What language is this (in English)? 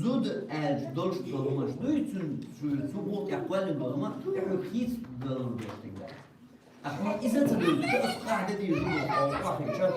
Chechen